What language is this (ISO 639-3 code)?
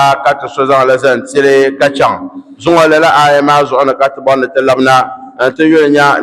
dag